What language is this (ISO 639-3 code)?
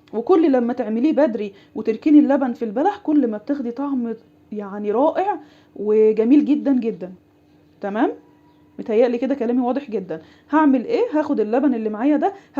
arz